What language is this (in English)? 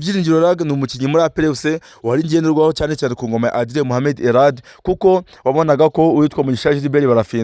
Kinyarwanda